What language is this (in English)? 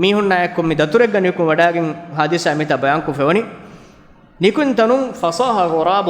Divehi